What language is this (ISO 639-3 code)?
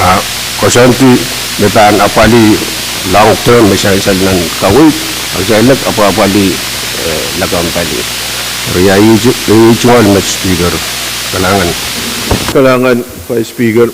pon